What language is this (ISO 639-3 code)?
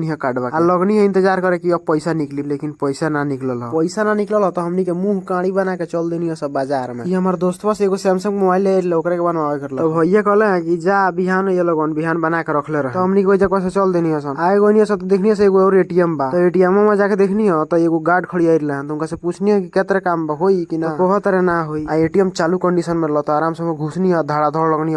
bho